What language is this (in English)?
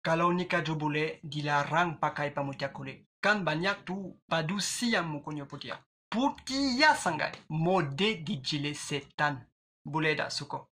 Minangkabau